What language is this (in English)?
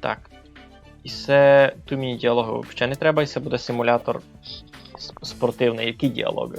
Rusyn